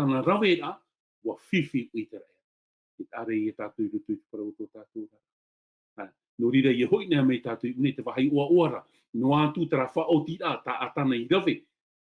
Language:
Tahitian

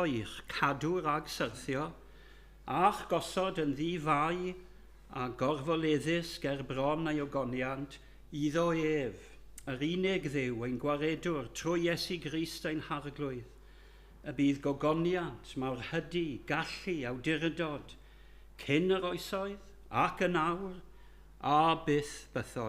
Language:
Welsh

